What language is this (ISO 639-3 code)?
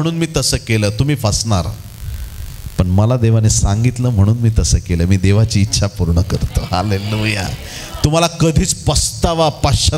mar